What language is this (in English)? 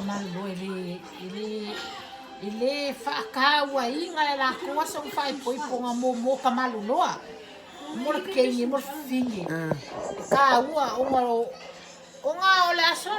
Samoan